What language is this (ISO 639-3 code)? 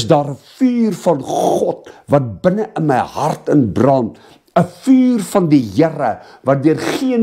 afr